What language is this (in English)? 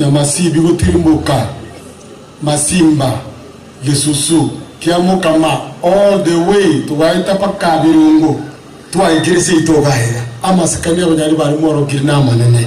Gusii